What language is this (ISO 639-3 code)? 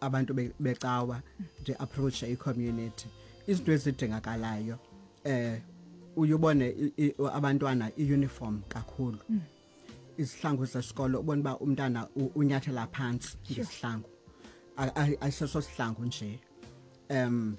xho